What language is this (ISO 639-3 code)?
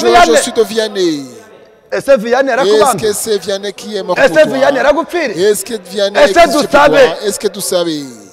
kin